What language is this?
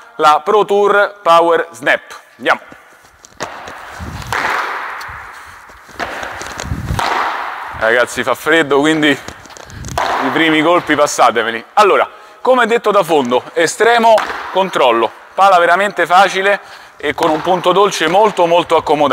Italian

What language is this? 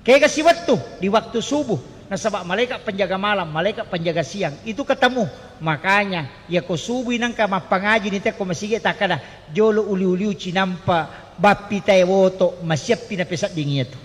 Buginese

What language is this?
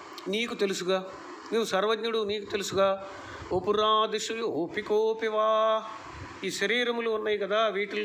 Telugu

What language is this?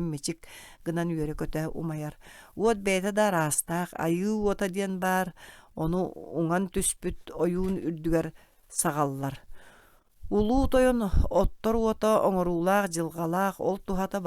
Yakut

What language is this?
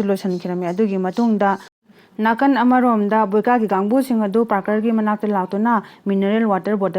Manipuri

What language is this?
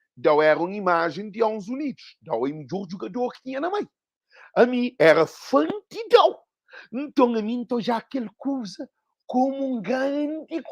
Kabuverdianu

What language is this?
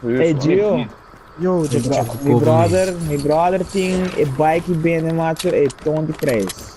Papiamento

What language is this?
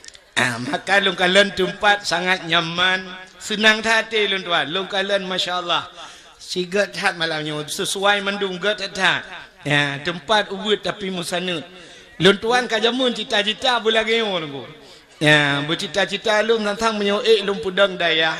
Achinese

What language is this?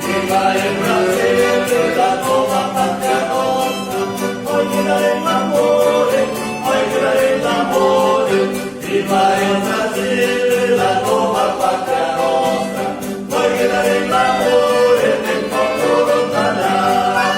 Venetian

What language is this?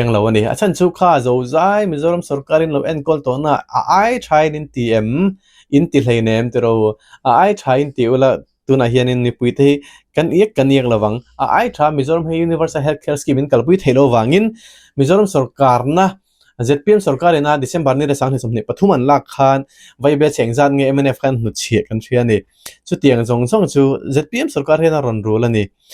Mizo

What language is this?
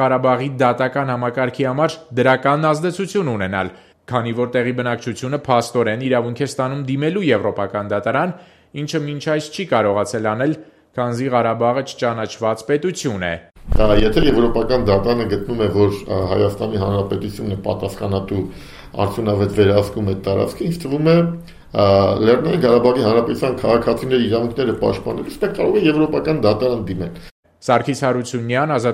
Armenian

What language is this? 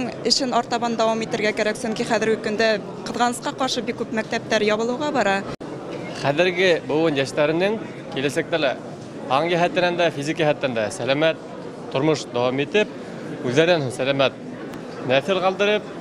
Tatar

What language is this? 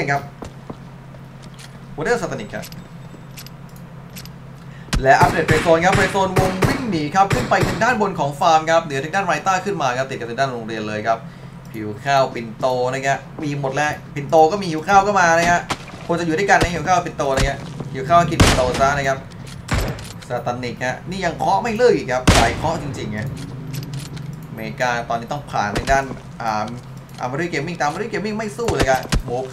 Thai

